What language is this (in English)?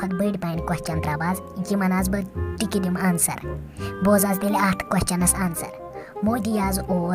Kashmiri